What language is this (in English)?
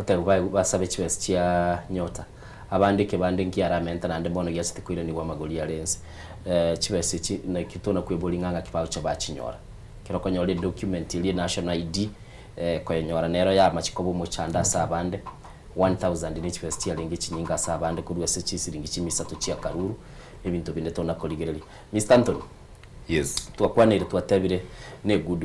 Gusii